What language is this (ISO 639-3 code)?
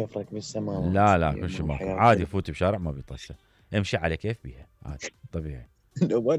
acm